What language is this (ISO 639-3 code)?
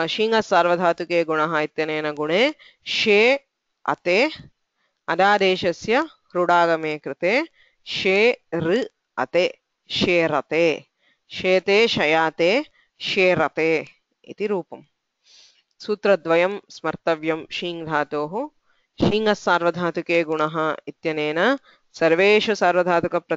san